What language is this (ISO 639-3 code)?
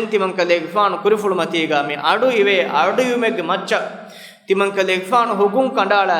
div